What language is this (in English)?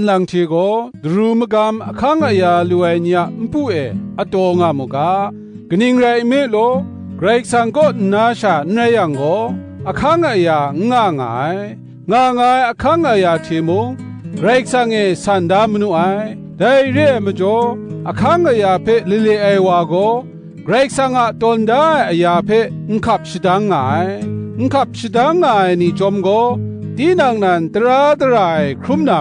Kachin